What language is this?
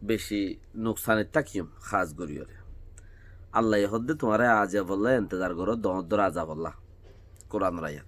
Rohingya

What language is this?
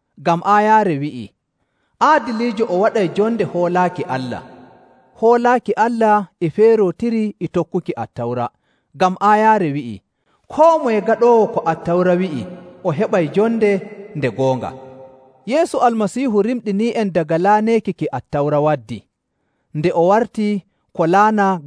Nigerian Fulfulde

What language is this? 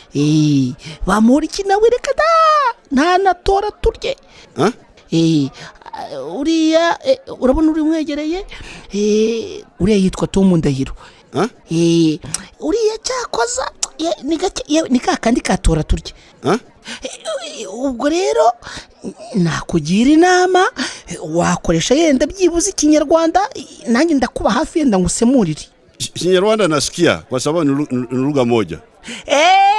Kinyarwanda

